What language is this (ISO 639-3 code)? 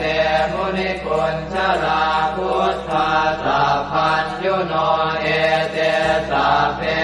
pli